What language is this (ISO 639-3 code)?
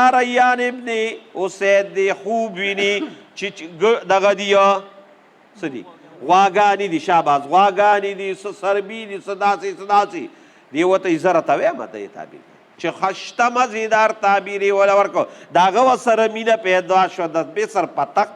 pus